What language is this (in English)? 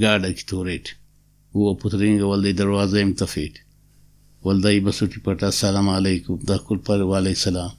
Brahui